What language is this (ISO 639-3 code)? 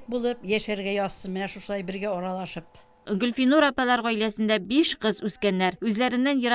tat